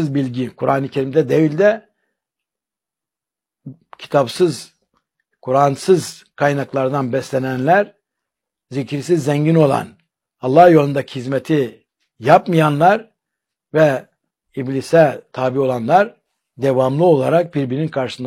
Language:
Turkish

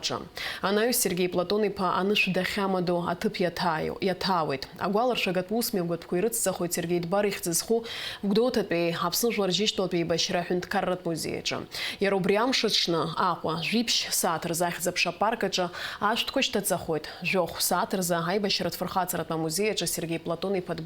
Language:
Abkhazian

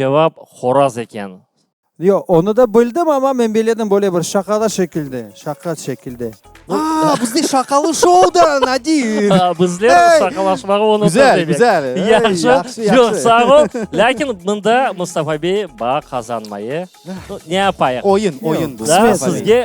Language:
Crimean Tatar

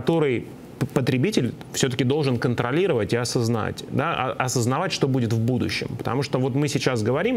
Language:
Russian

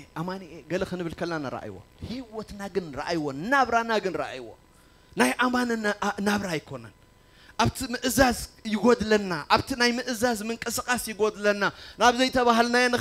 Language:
Tigrinya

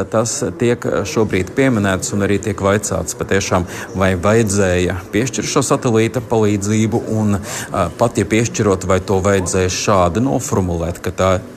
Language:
Latvian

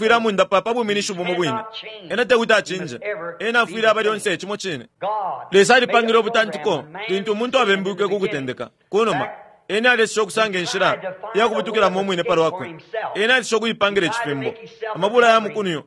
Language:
Bemba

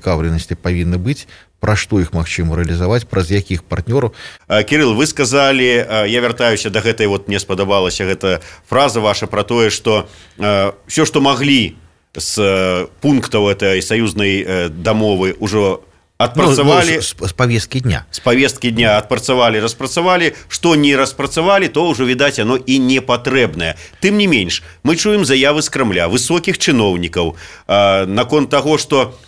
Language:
Belarusian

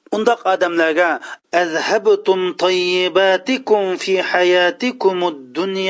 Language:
Uyghur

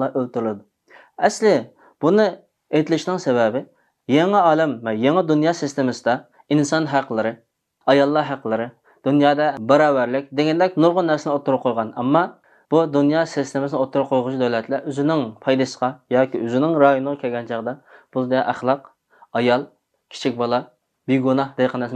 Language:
Uyghur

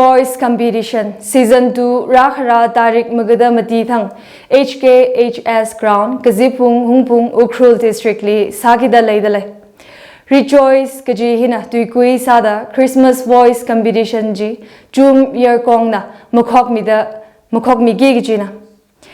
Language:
Tangkhul Naga (India)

